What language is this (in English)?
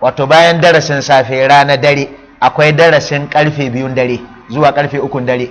Hausa